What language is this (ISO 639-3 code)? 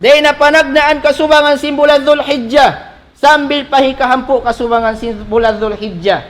tsg